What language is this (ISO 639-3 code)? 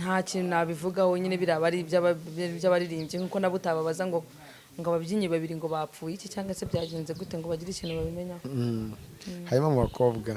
kin